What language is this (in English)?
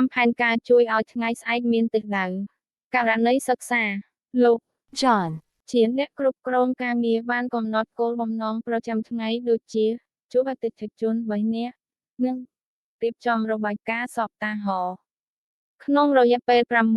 Khmer